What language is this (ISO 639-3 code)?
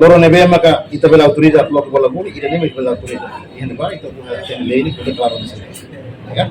tet